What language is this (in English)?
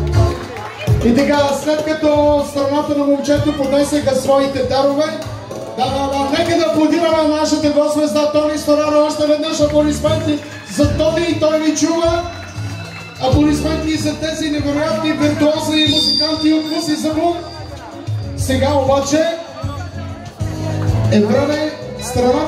Bulgarian